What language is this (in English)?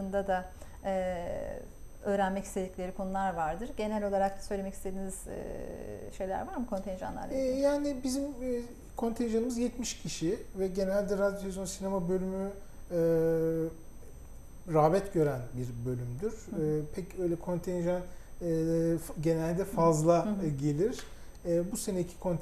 Turkish